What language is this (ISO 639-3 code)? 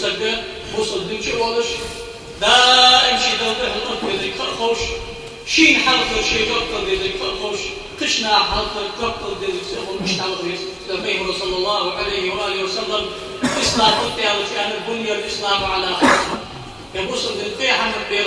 inh